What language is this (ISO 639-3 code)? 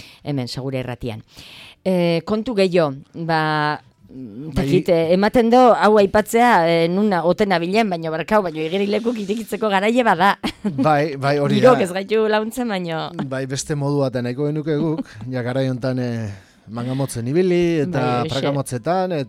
eus